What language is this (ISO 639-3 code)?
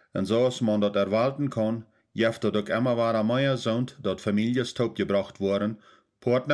pdt